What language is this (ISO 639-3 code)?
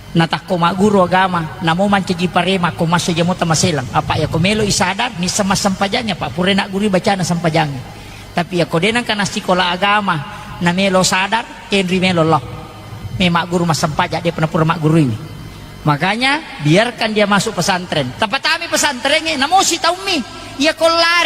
bug